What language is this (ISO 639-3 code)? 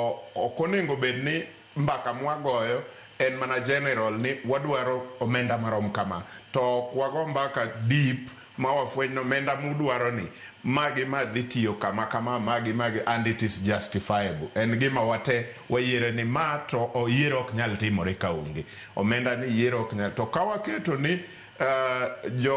luo